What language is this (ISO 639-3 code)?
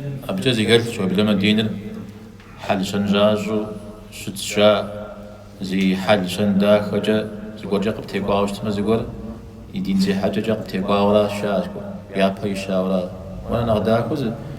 kbd